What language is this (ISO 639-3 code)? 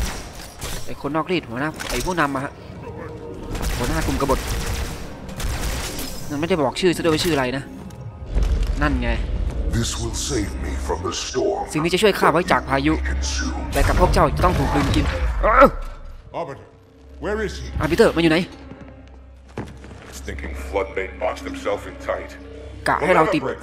tha